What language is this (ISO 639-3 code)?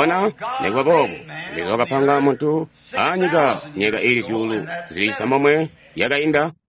toi